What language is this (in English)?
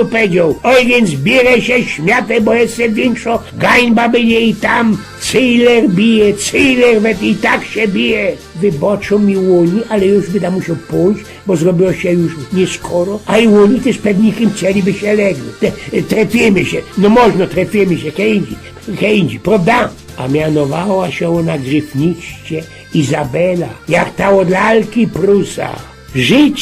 Silesian